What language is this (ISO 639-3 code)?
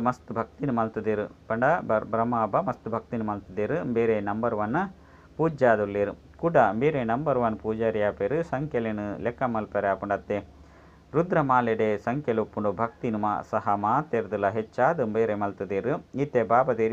tcy